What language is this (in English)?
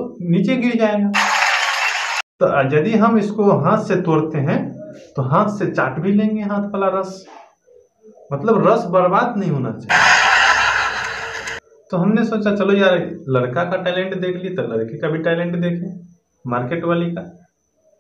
Hindi